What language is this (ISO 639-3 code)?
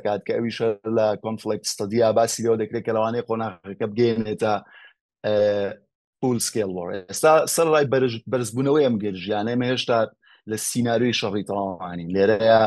ckb